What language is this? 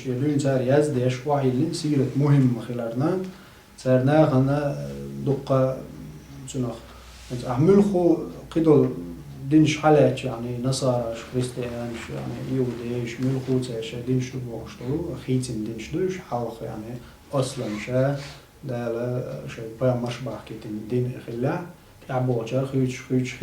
Chechen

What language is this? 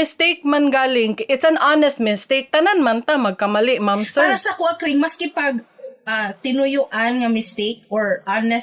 Cebuano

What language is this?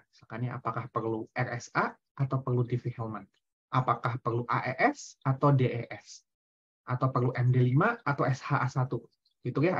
Indonesian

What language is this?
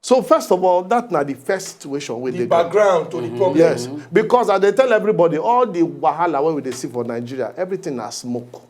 Nigerian Pidgin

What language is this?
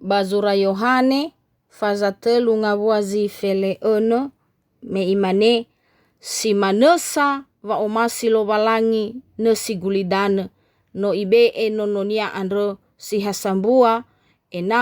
Nias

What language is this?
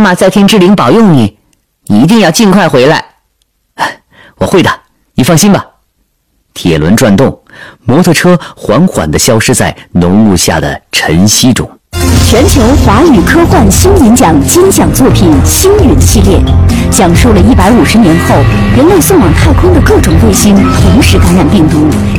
Chinese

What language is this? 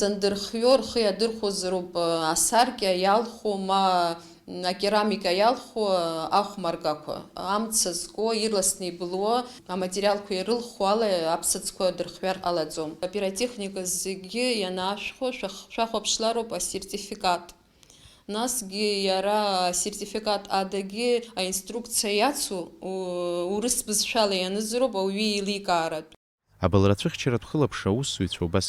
Abkhazian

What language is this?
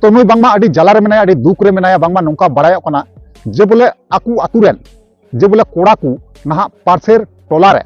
Santali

